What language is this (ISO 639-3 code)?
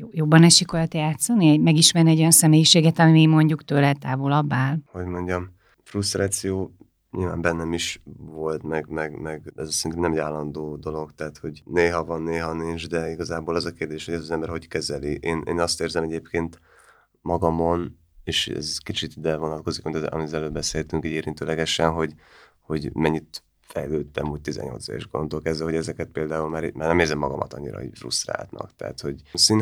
hun